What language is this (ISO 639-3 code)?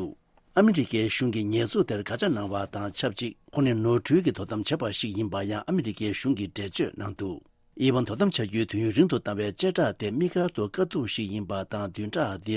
bod